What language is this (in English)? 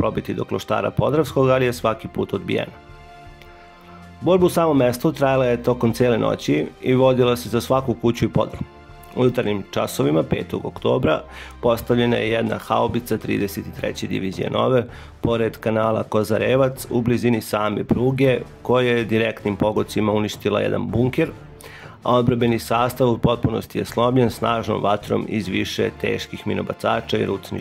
Serbian